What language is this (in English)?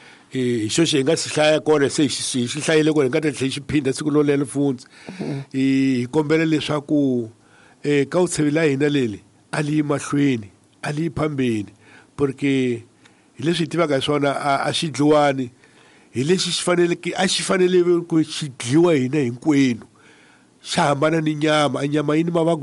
Tsonga